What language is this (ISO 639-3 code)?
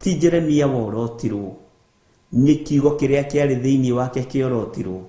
kik